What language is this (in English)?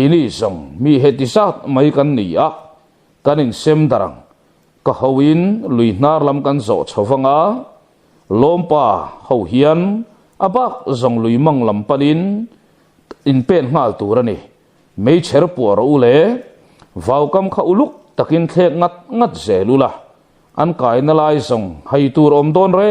Mizo